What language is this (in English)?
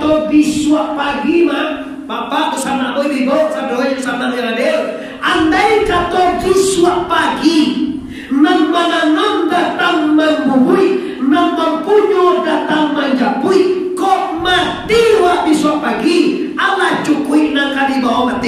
Minangkabau